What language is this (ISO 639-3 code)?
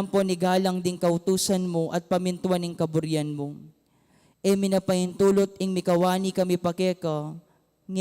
pam